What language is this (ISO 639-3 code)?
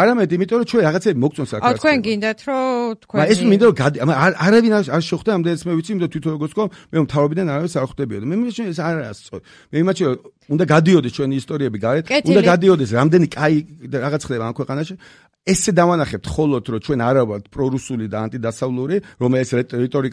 kat